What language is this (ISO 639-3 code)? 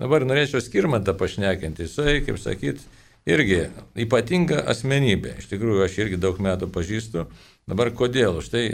lit